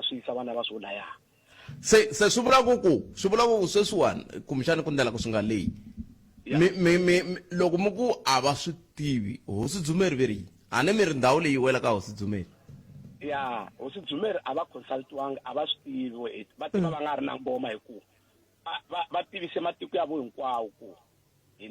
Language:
Tsonga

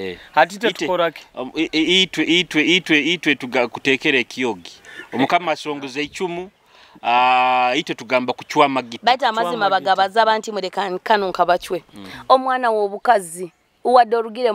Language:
Nyoro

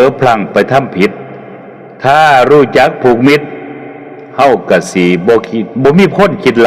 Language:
Northeastern Thai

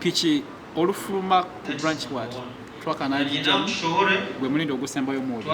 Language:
Nyankole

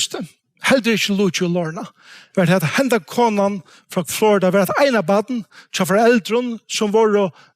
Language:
Faroese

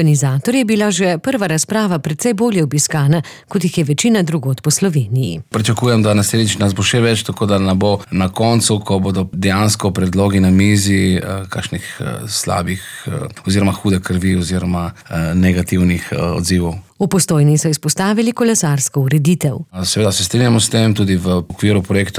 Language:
Slovenian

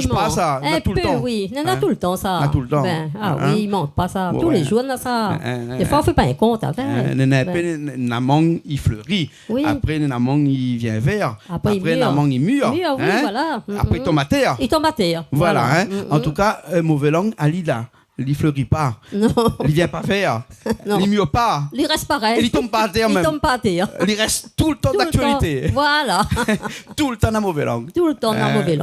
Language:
Réunion Creole French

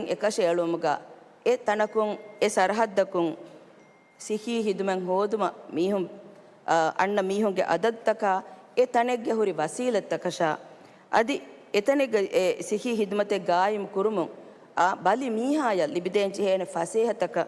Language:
Divehi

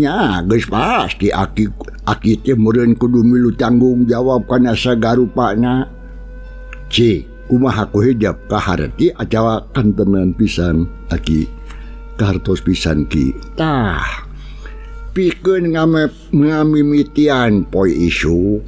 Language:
Sundanese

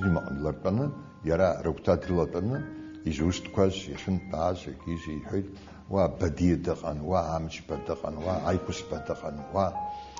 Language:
Abkhazian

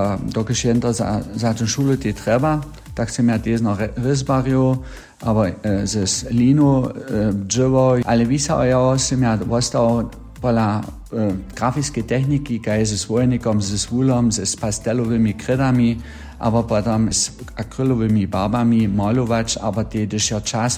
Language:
Upper Sorbian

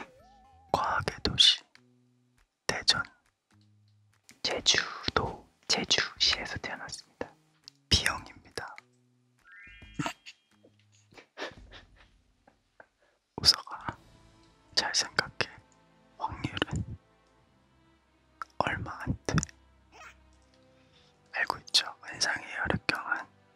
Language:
Korean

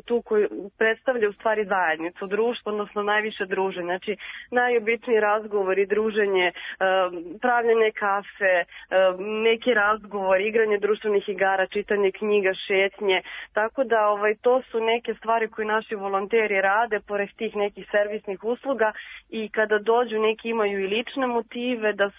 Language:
Serbian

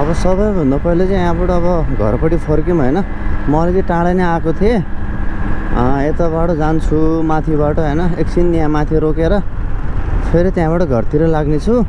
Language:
Nepali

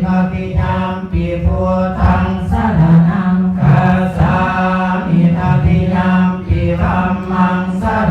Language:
Pali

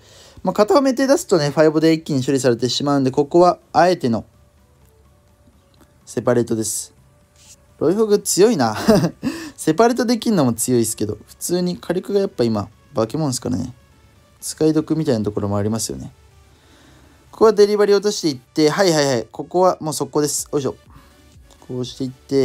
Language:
Japanese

